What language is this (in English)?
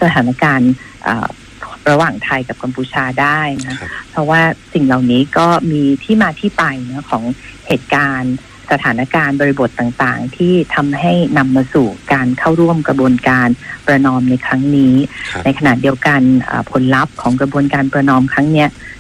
Thai